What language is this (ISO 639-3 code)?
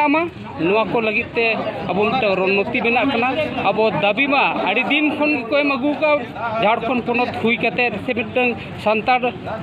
sat